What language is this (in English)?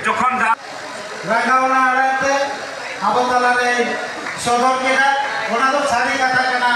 Santali